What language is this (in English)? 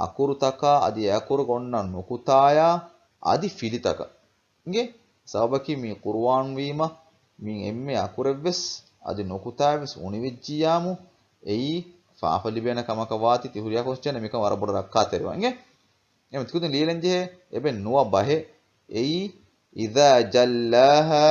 Divehi